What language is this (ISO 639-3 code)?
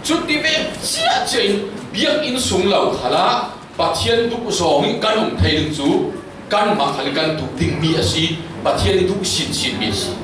cfm